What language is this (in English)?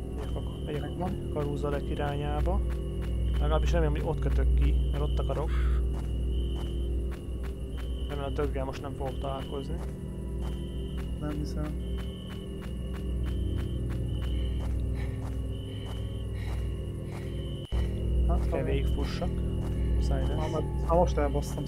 Hungarian